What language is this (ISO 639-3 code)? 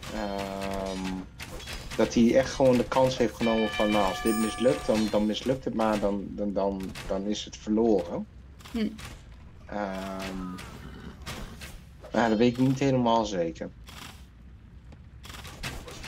nld